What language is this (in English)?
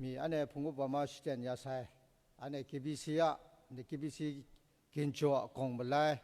Kachin